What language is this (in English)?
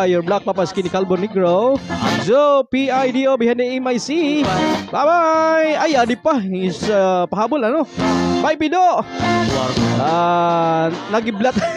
Waray